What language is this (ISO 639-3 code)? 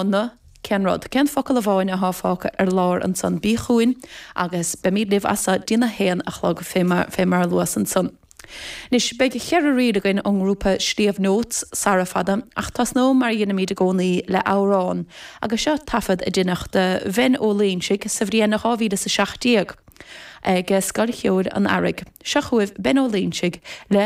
gle